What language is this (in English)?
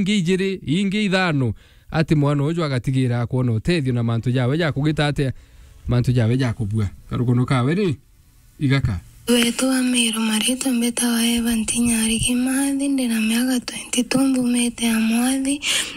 Meru